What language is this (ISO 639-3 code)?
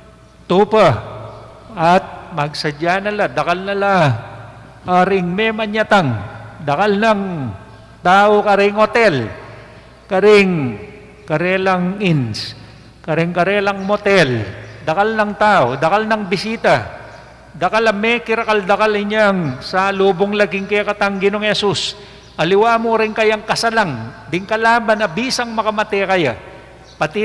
pam